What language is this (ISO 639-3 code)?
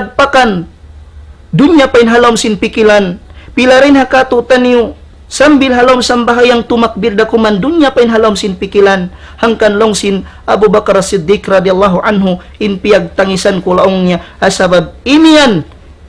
tsg